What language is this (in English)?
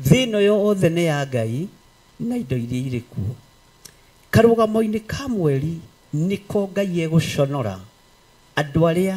Kikuyu